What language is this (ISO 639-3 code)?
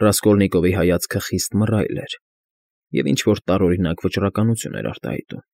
hye